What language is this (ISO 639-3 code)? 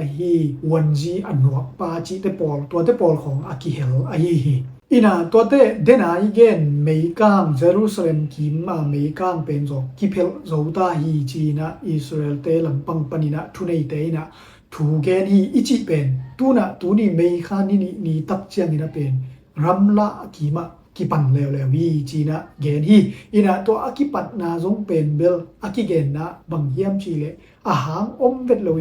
ctd